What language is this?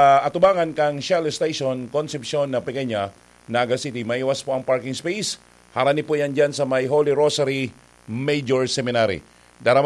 Bikol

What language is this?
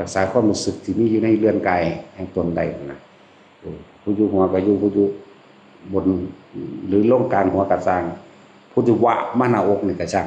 Northeastern Thai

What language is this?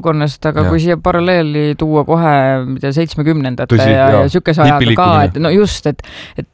Estonian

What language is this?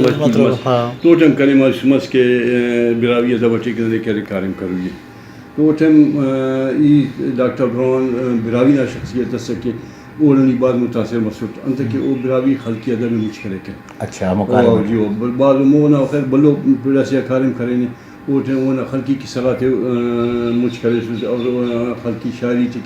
Brahui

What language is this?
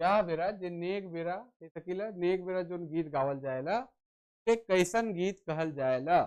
Sadri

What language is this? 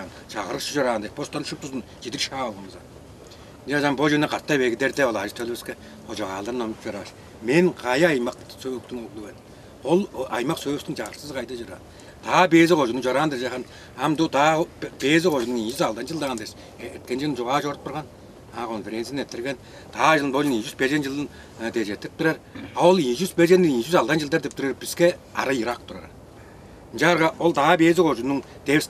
Tuvinian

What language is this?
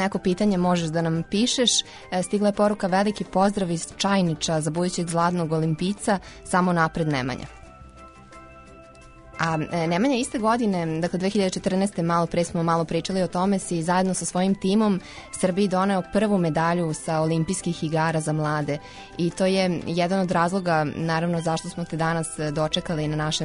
Serbian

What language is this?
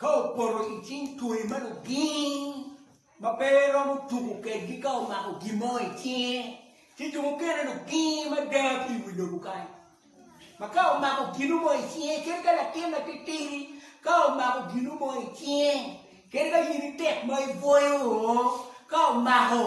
Acoli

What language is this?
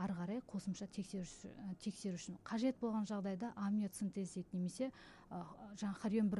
Kazakh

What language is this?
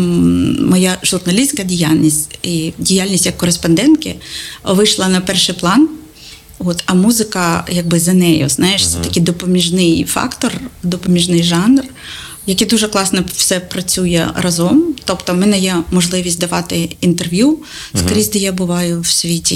Ukrainian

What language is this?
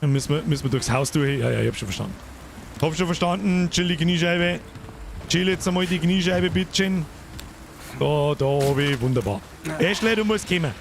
Bavarian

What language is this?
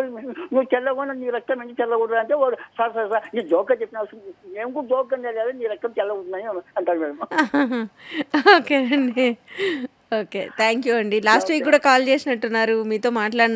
Telugu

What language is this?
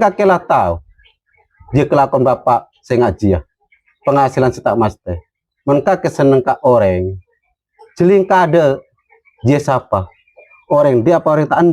Madurese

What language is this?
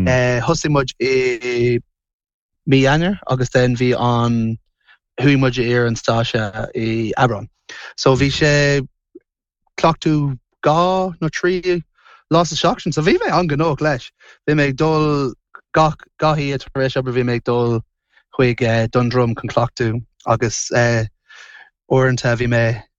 Irish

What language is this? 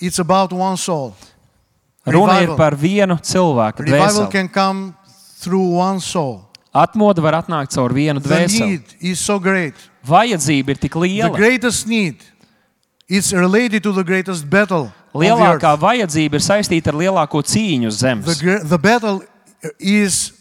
Latvian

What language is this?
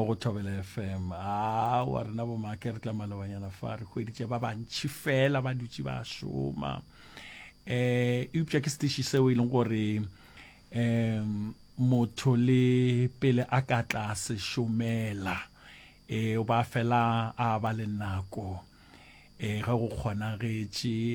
Northern Sotho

